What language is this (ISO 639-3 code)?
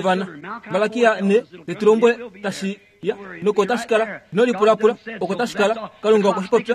kua